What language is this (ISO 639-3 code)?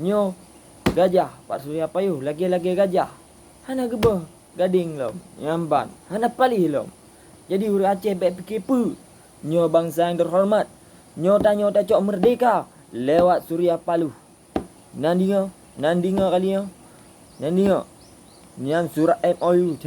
ace